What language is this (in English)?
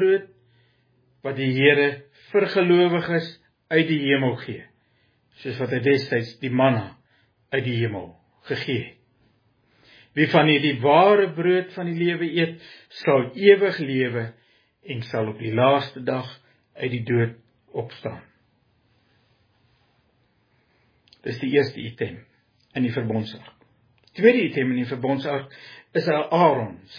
Afrikaans